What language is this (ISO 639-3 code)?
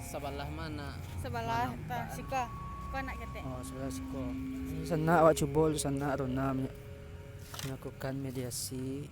min